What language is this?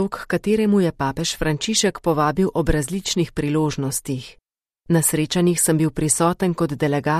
Slovenian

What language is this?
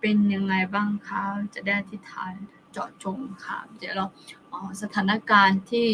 Akha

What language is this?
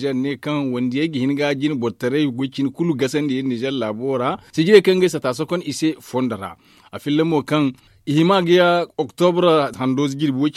Zarma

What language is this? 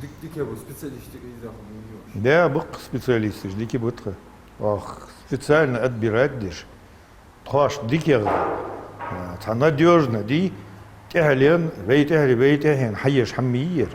Ingush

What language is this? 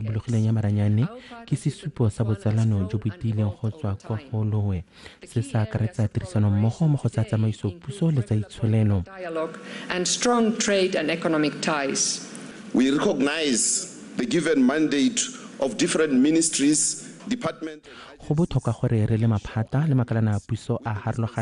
Tswana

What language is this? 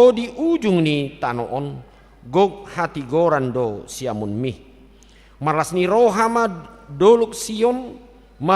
Batak Toba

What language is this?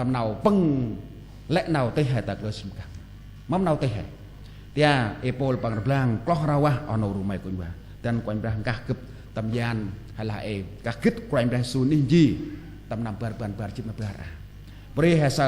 Central Mnong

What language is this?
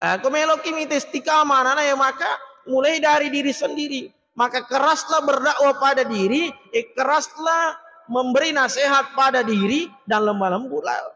Buginese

